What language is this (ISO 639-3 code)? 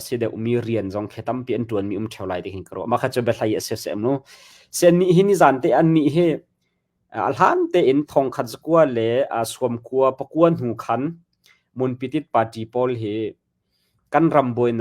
cnh